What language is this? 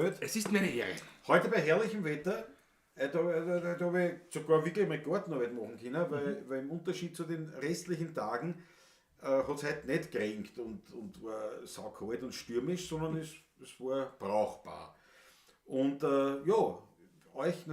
Bavarian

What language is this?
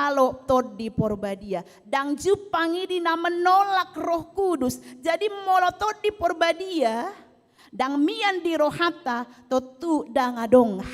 Batak Toba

